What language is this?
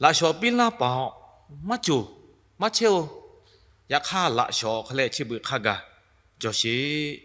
Lahu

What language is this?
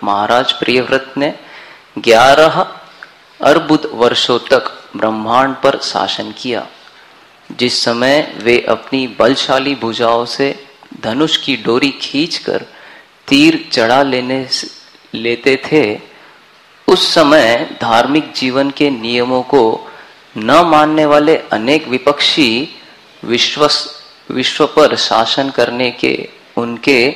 Hindi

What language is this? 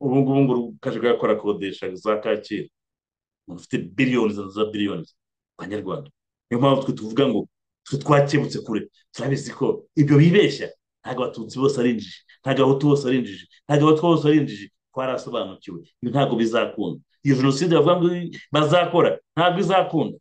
Kinyarwanda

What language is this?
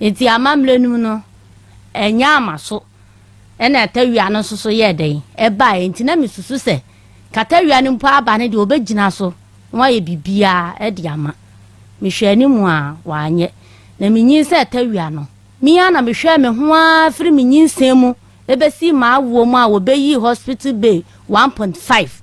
Akan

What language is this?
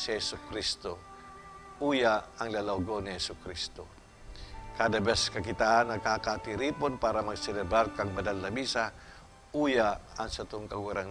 Bikol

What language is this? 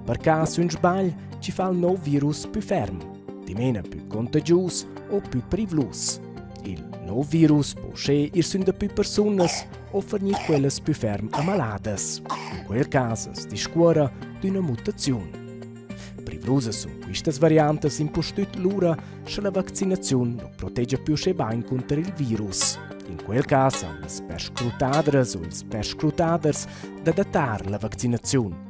Romansh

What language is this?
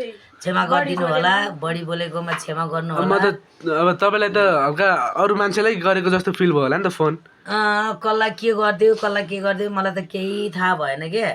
Nepali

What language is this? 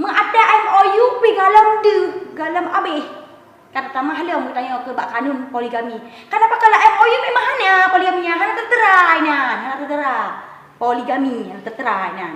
Achinese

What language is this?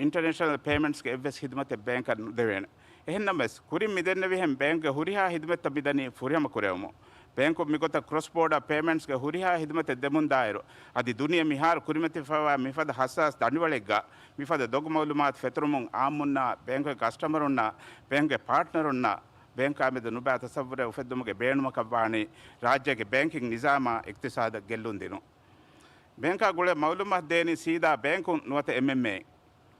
Divehi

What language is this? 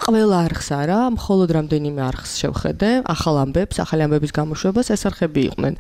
Georgian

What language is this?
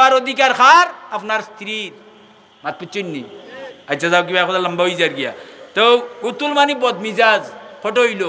Sylheti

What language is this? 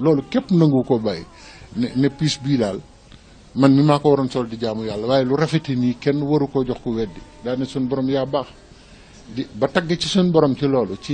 Wolof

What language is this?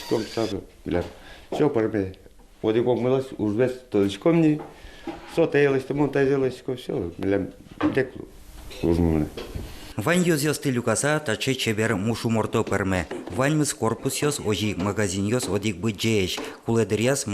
Udmurt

